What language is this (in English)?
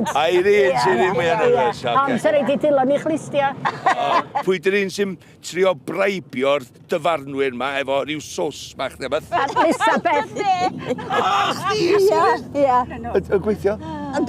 Welsh